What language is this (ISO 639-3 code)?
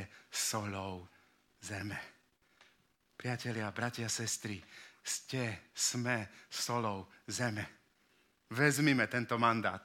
slk